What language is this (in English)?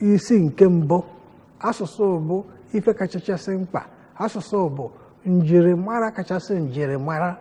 Igbo